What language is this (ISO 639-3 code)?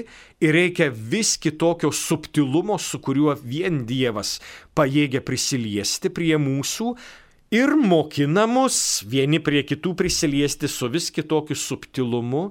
lit